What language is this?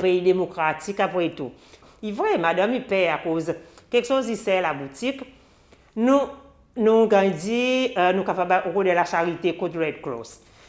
Seselwa Creole French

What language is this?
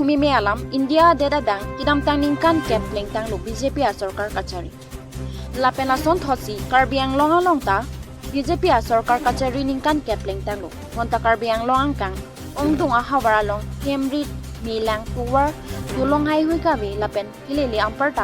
Karbi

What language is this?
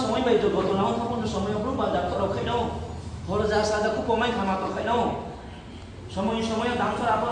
Riang (India)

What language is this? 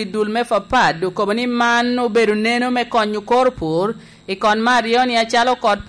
Lango (Uganda)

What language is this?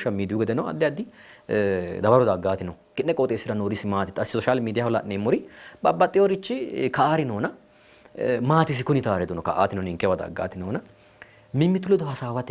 Sidamo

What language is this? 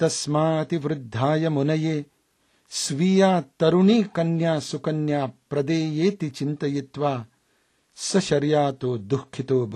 Sanskrit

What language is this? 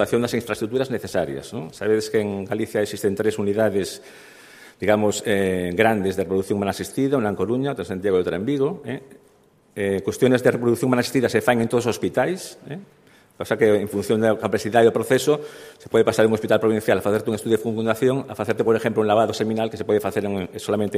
Galician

